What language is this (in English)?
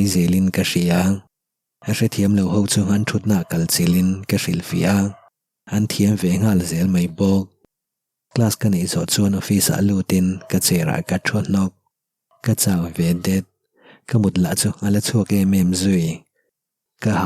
Mizo